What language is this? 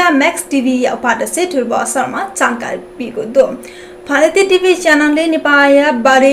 Newari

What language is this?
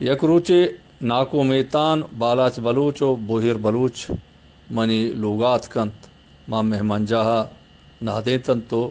Eastern Balochi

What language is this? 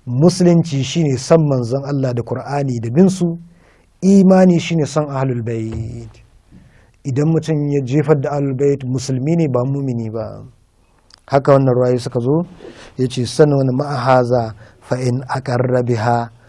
Hausa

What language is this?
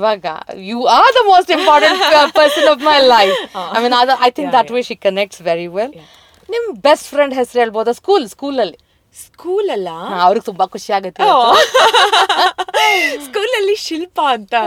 Kannada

